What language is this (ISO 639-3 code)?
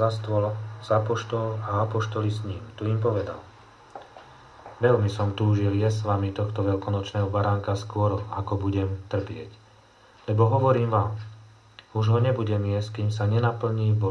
slk